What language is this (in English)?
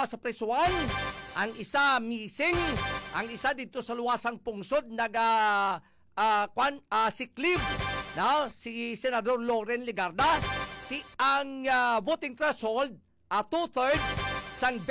Hiligaynon